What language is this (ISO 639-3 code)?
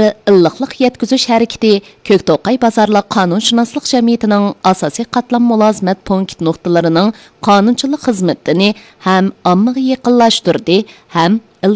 uig